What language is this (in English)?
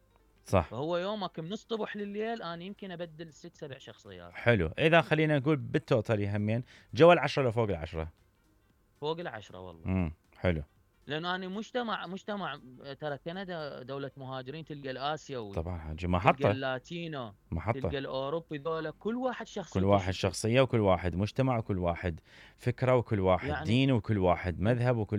Mesopotamian Arabic